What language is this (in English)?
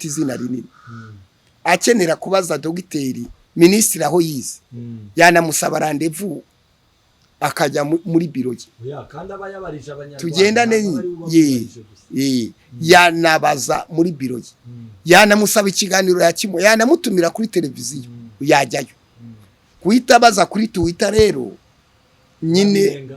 Kinyarwanda